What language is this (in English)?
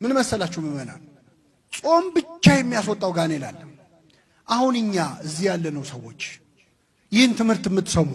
Amharic